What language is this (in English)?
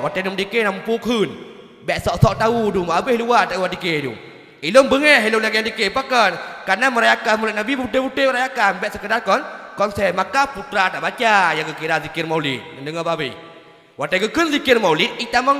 Achinese